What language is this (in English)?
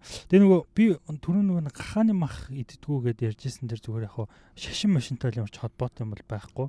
Mongolian